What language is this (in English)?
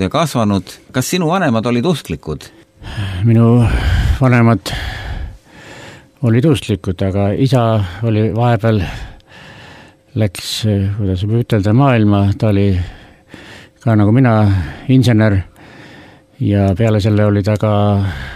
Estonian